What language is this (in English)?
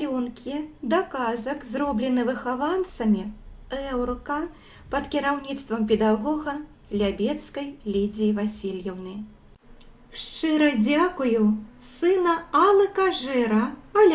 Belarusian